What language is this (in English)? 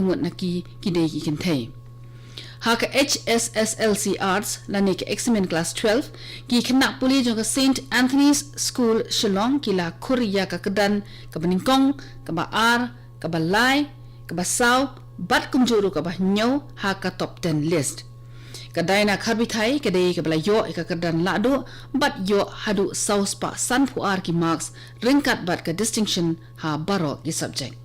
Khasi